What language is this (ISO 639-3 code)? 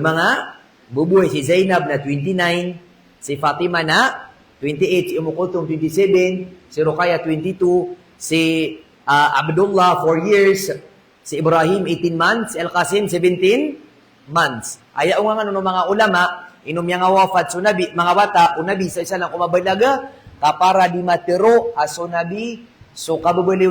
mrw